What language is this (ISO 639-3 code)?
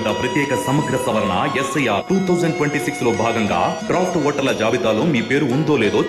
tel